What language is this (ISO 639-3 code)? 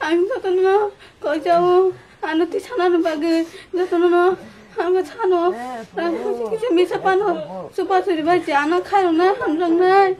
trp